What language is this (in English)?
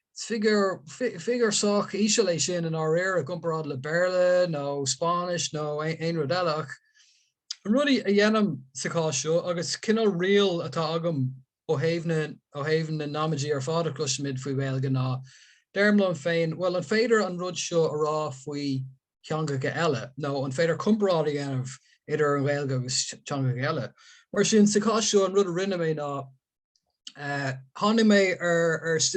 Irish